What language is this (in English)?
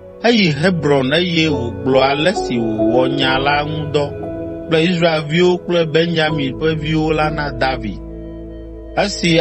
Ewe